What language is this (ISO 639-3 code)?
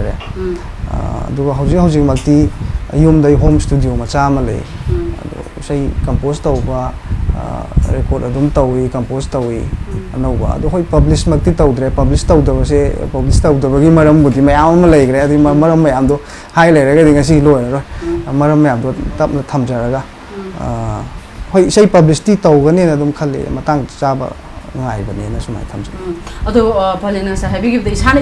mni